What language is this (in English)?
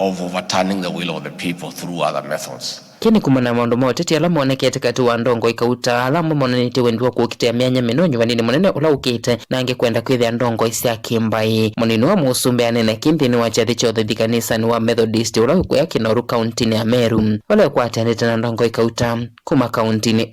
Kamba